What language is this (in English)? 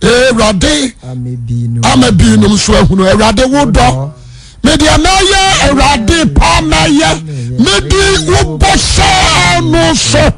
Akan